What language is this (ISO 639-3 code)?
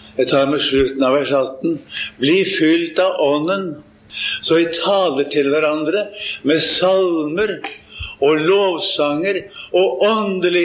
nor